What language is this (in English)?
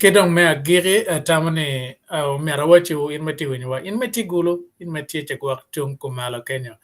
Acoli